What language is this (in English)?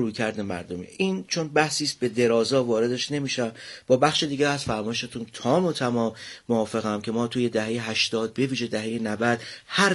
Persian